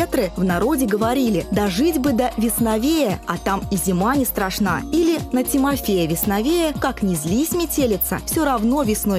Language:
Russian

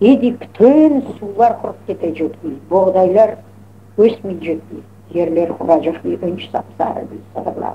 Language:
Crimean Tatar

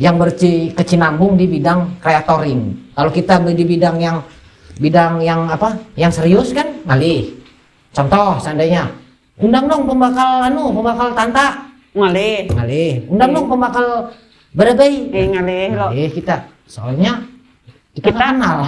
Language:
Banjar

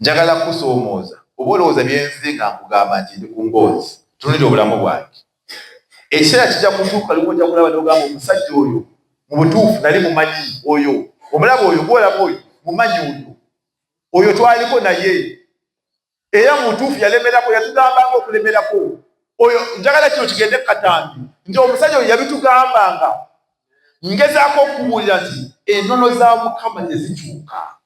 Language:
Ganda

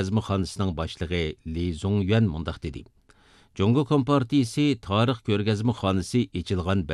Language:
Uyghur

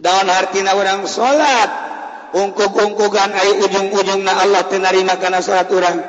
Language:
Sundanese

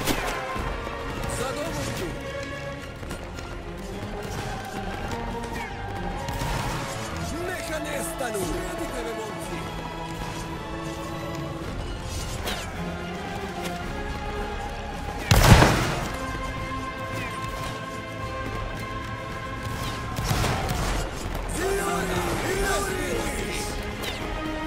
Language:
Croatian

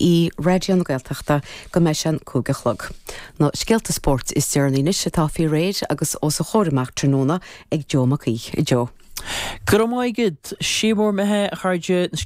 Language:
Irish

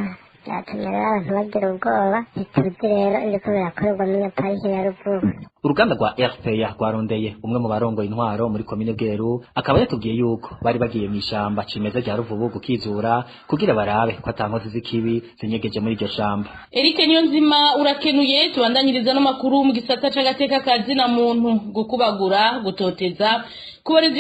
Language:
Rundi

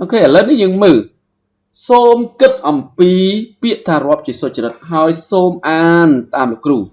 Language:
Khmer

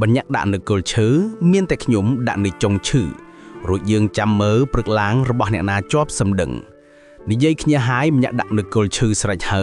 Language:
Khmer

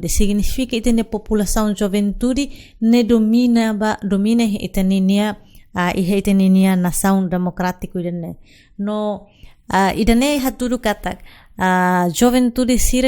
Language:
Tetum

